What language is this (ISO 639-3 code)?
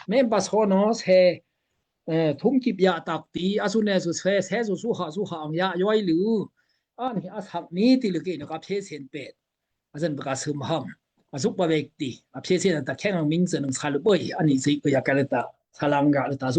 dao